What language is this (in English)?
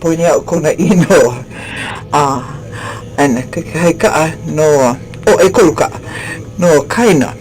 Hawaiian